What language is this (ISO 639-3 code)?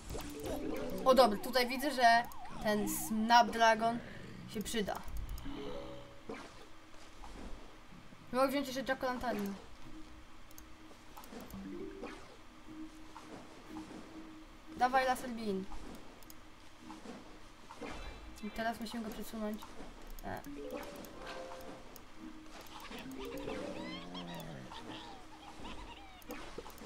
pol